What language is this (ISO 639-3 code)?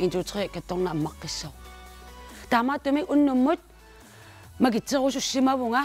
kal